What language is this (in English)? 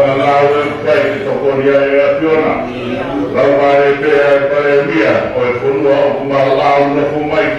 Tongan